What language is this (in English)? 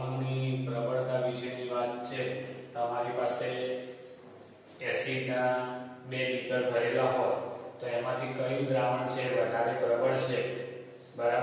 Gujarati